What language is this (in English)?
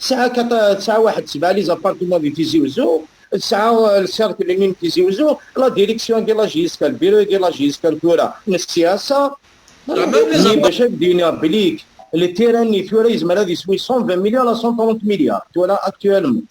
Kabyle